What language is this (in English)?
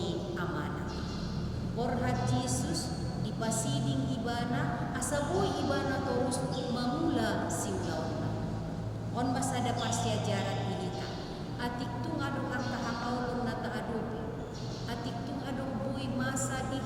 Batak Toba